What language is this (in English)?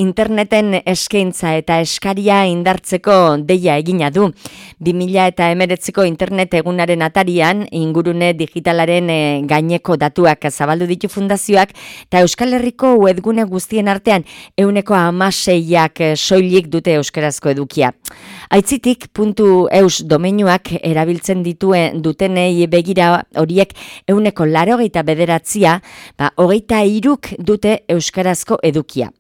Basque